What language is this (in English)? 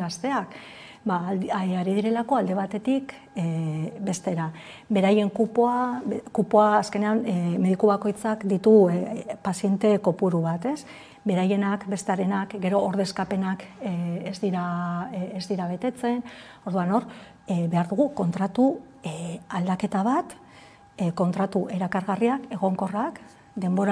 Basque